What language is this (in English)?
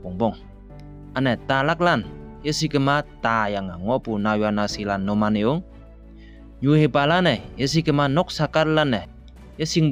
Konyak Naga